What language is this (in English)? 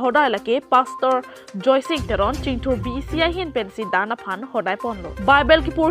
Karbi